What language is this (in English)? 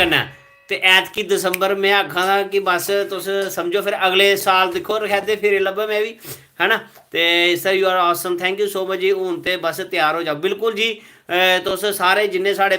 Dogri